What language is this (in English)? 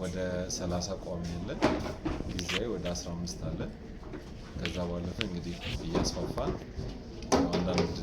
Amharic